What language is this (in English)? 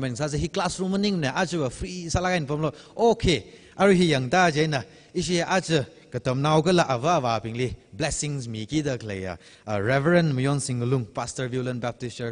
Tangkhul Naga (India)